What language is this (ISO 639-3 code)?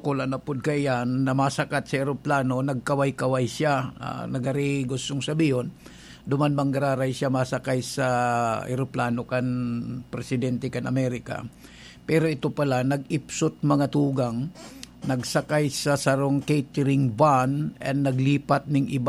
bik